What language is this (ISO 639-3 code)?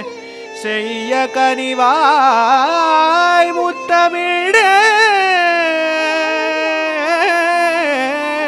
tam